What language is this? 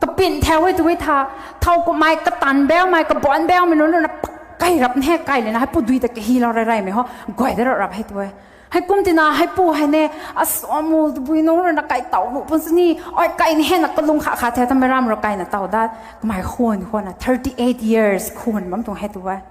Rongmei Naga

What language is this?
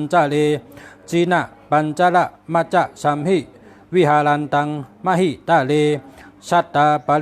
Shan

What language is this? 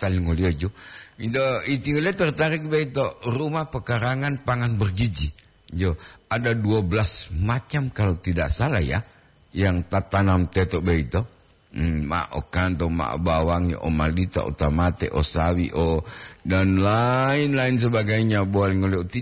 Gorontalo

